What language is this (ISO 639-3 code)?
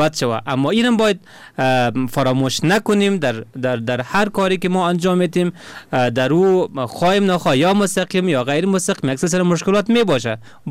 fas